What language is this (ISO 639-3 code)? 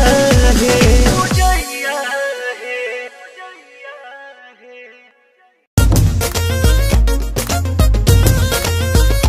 bho